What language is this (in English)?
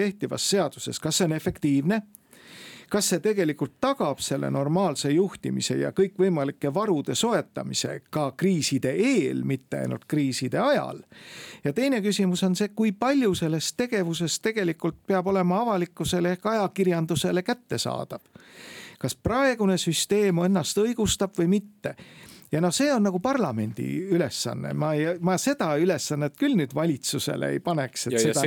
Estonian